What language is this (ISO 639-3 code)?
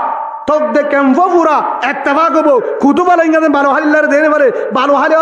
rhg